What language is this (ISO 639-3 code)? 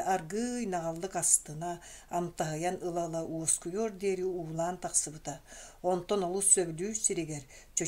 sah